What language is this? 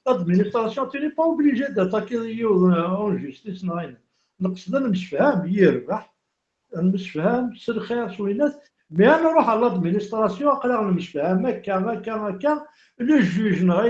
Kabyle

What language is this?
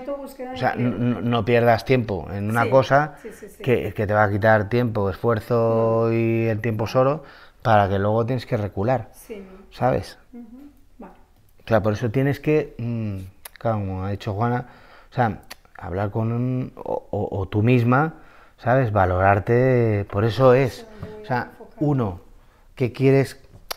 Spanish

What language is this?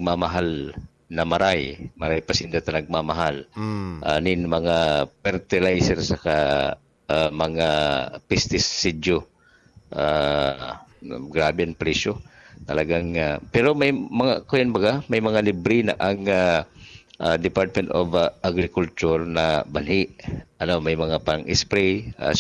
Bikol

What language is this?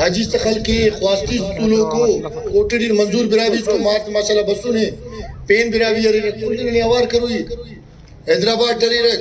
Brahui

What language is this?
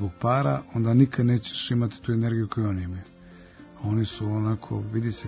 Serbian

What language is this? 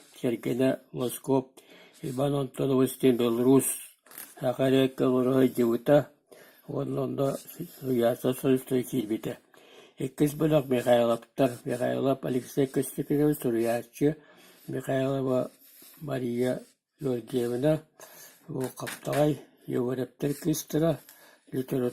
Yakut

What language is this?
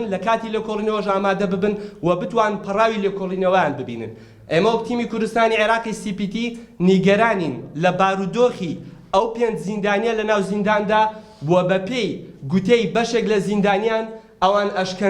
Central Kurdish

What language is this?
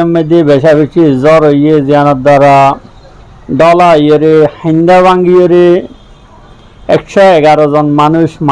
Rohingya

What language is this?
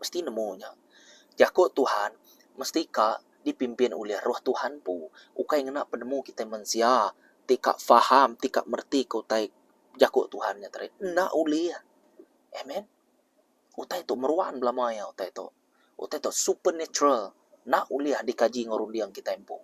Iban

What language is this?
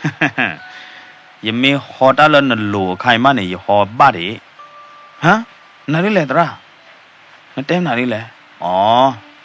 S'gaw Karen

